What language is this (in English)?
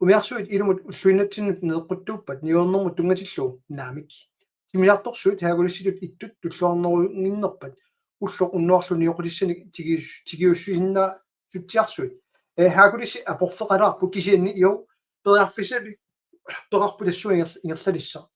Kalaallisut